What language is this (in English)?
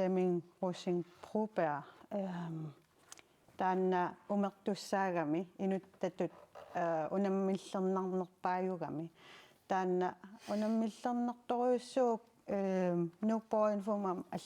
Kalaallisut